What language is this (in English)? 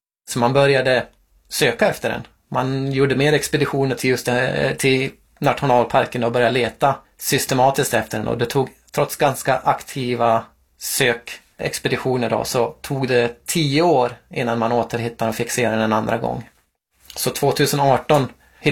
Swedish